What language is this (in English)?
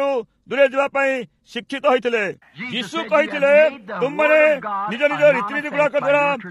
Odia